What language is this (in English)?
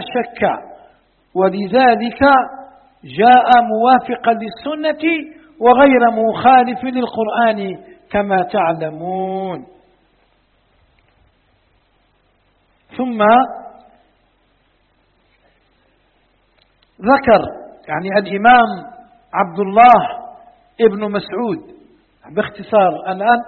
Arabic